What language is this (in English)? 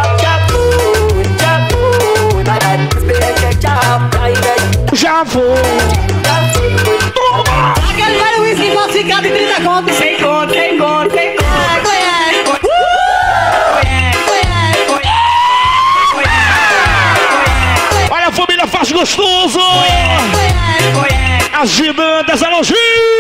Portuguese